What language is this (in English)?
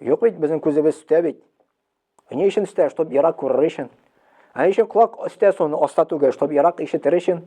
Tatar